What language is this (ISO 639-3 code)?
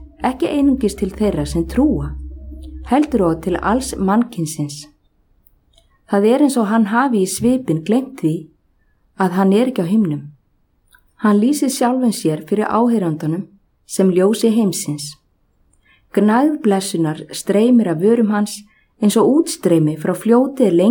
isl